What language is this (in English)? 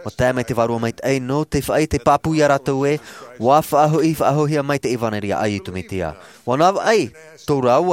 Tahitian